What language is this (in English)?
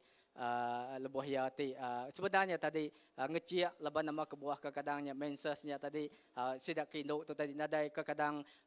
Iban